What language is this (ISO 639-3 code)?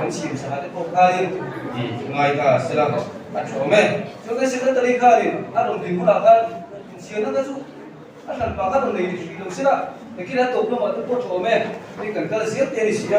lus